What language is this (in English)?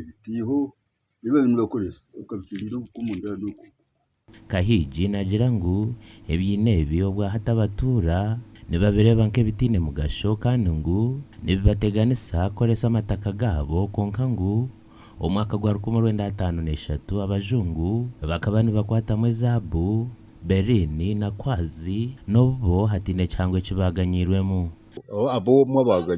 Nyankole